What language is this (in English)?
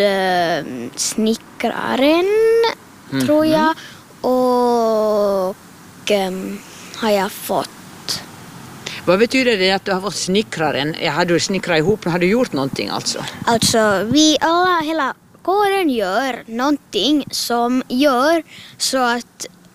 Swedish